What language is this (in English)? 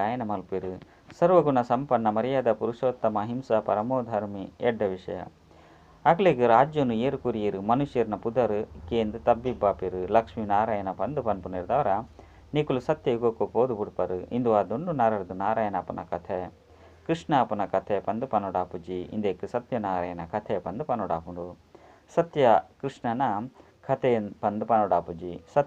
Tulu